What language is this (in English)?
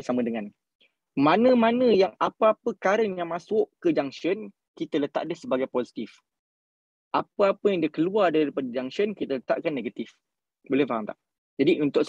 Malay